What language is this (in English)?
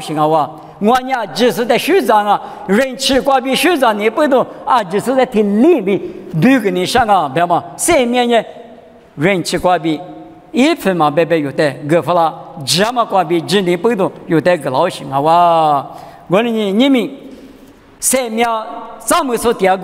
Lisu